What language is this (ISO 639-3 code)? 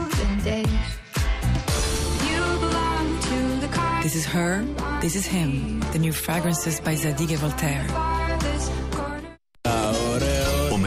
ell